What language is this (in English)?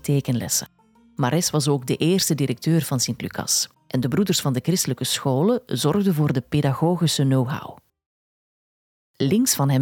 Dutch